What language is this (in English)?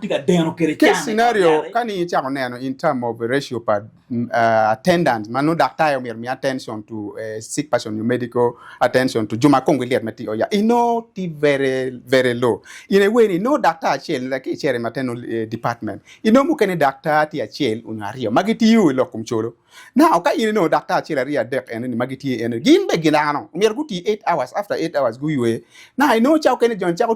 Acoli